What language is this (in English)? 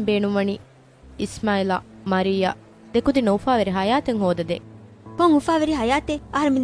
Divehi